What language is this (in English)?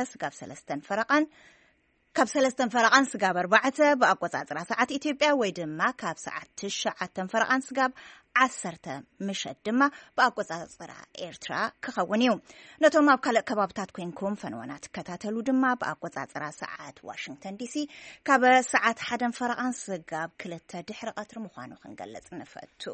Tigrinya